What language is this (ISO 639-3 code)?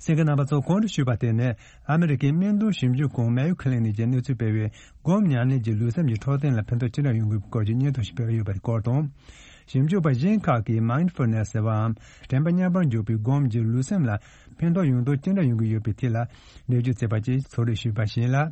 bod